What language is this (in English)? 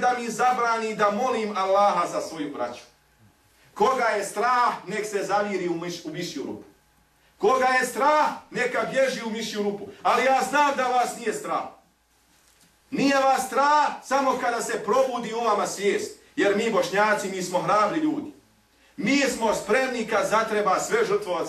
Bosnian